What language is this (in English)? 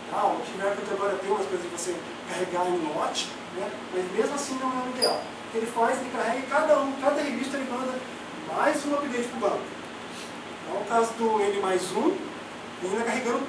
Portuguese